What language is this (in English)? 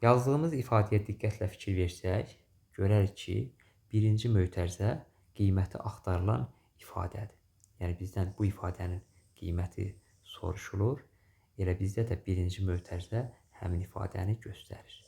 Azerbaijani